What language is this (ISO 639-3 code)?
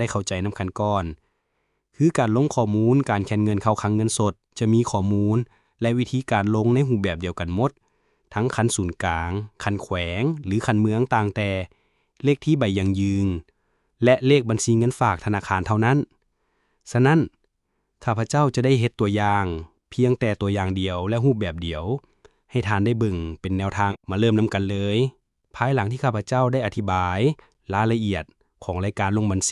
lao